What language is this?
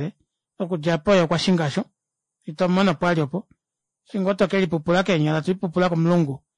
Kuanyama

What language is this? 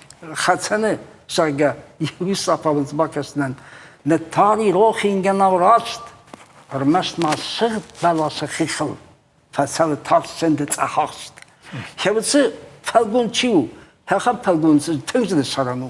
Ossetic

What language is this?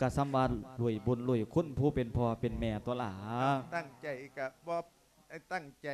Lao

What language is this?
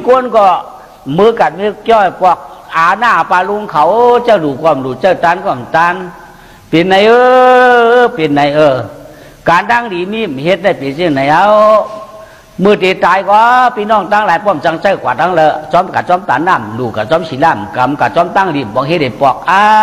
Shan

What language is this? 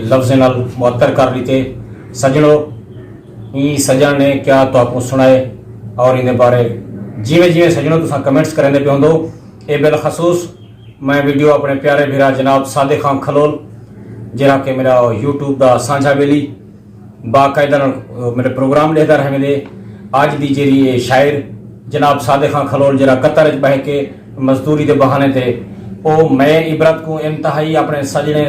Saraiki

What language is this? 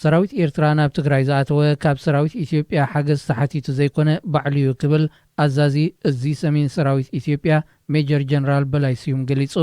Tigrinya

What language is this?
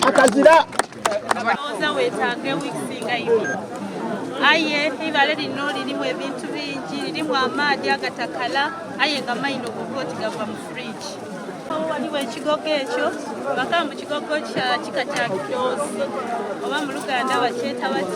Soga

